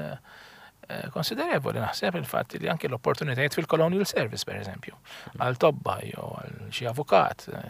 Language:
Maltese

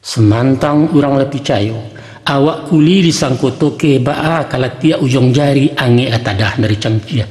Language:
Minangkabau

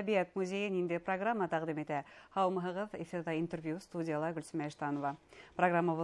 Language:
Bashkir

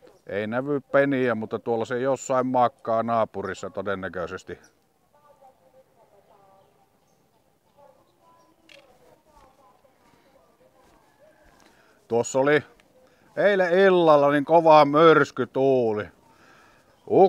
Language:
Finnish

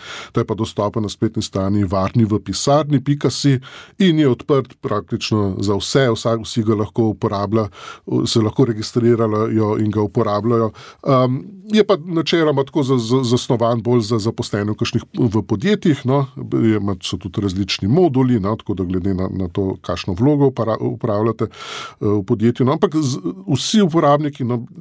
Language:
Slovenian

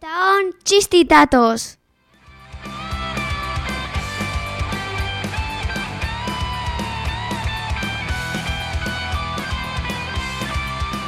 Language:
Basque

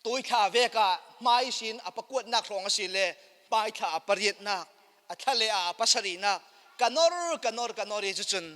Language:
Falam Chin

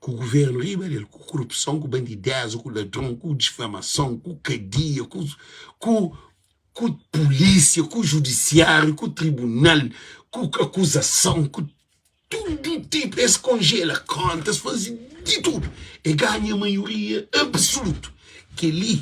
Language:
Kabuverdianu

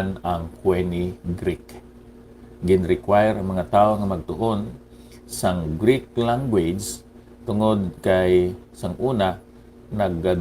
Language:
Hiligaynon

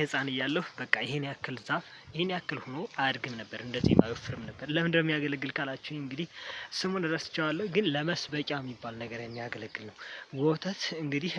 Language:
Amharic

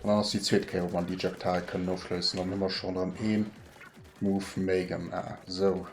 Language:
Luxembourgish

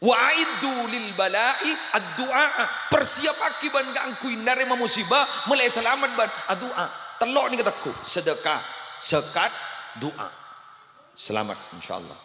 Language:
Madurese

